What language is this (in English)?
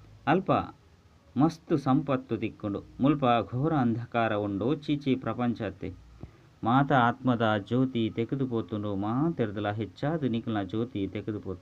Tulu